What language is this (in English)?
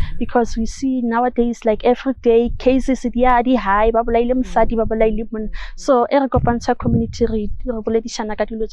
Northern Sotho